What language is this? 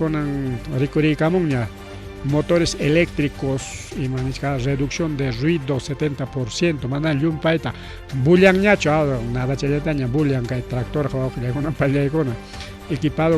Ayacucho Quechua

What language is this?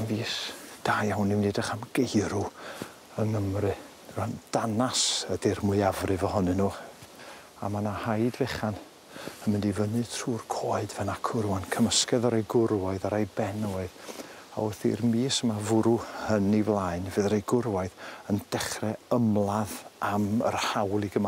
Welsh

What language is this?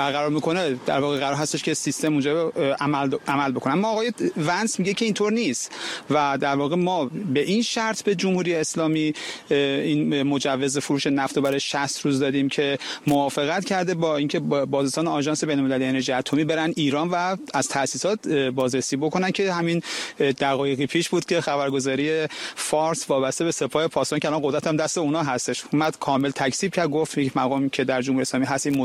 Persian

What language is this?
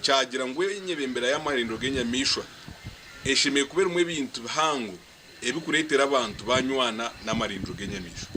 Nyankole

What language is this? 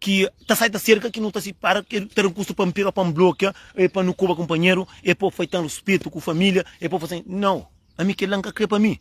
Kabuverdianu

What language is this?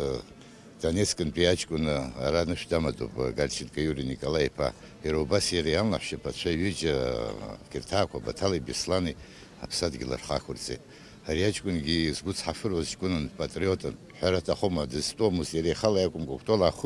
Abkhazian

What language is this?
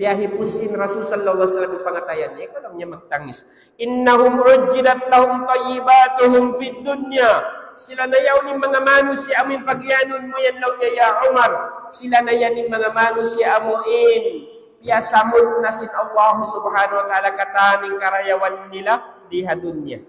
Tausug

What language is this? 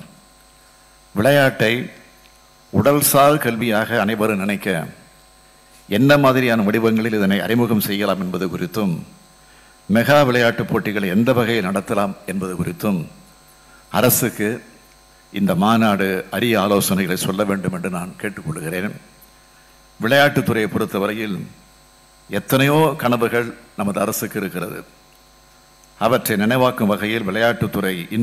Tamil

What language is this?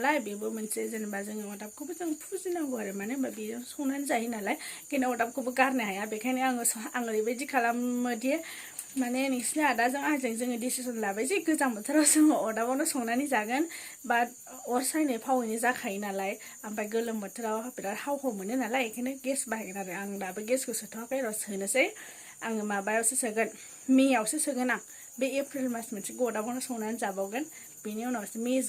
Bodo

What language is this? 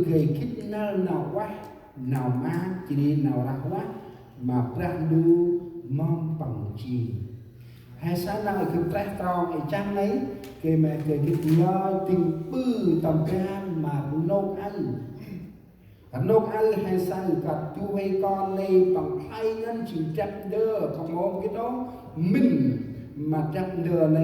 Central Mnong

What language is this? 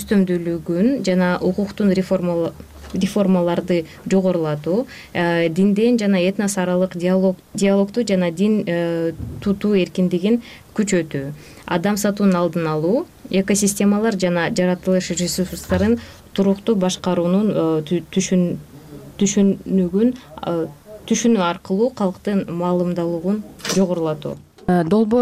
Kyrgyz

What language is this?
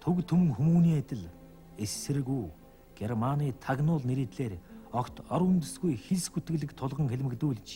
Mongolian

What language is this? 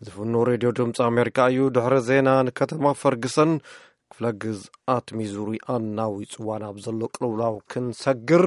Tigrinya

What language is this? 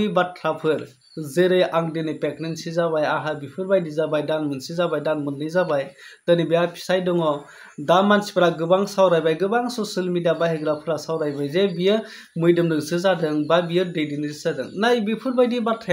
Bodo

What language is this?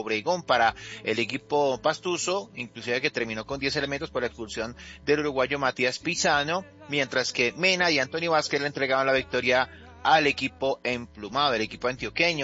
Spanish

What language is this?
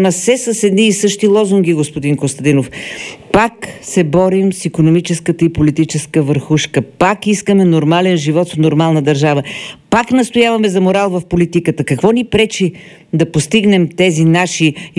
Bulgarian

